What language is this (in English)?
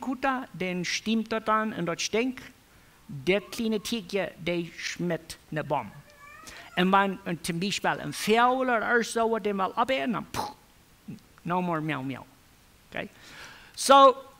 Plautdietsch